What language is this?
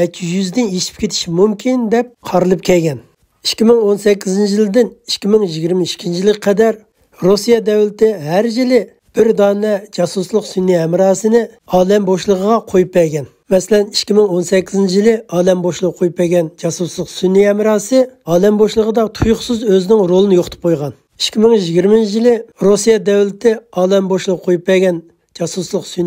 Uyghur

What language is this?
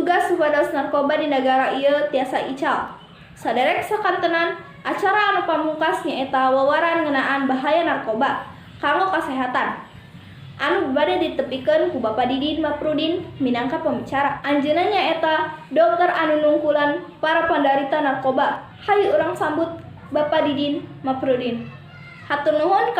Sundanese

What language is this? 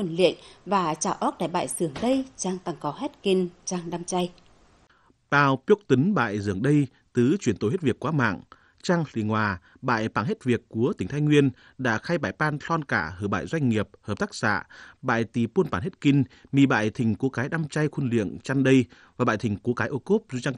Tày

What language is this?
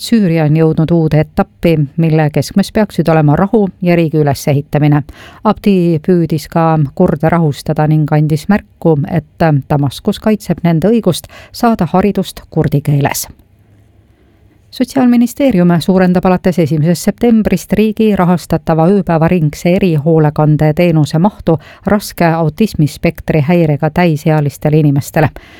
Estonian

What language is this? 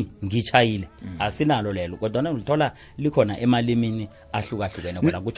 South Ndebele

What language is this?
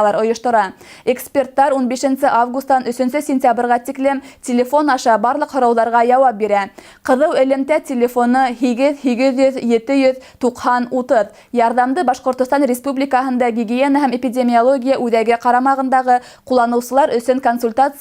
Bashkir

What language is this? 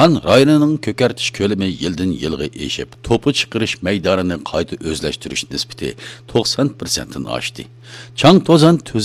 Uyghur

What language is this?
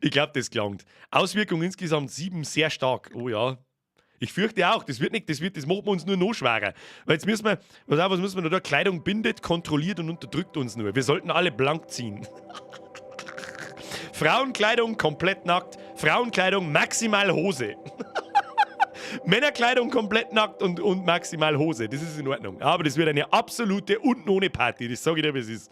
Bavarian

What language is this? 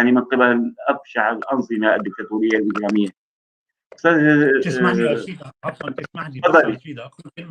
North Levantine Arabic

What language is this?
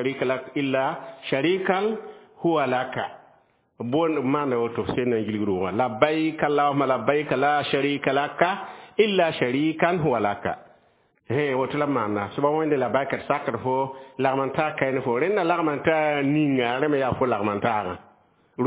Mossi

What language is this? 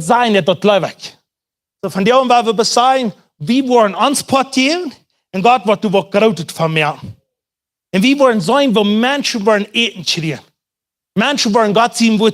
Plautdietsch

